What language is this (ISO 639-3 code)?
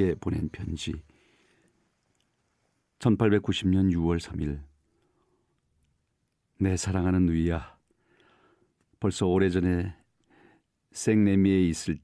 kor